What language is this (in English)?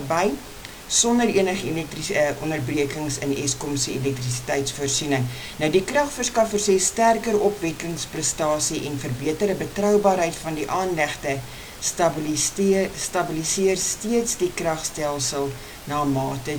Afrikaans